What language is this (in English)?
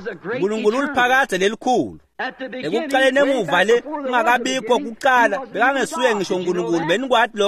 Swati